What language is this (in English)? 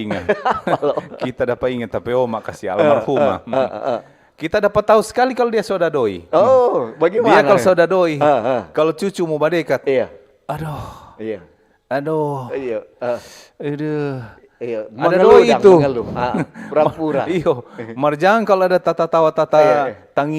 Manado Malay